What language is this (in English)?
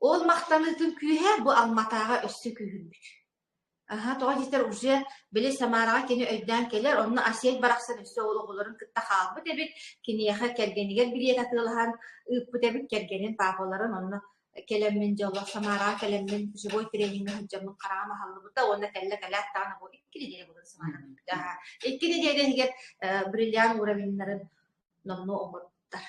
Yakut